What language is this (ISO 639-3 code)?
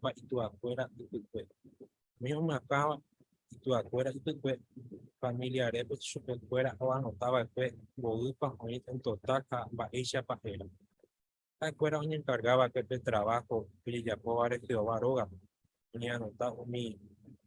grn